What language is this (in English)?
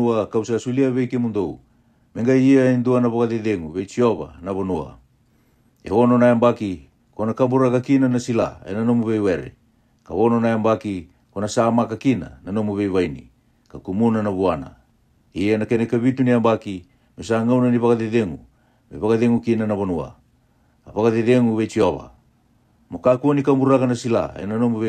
Fijian